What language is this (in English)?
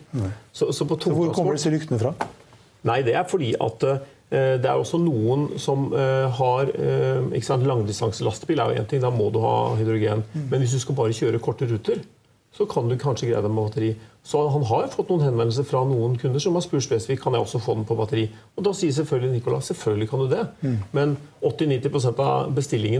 Norwegian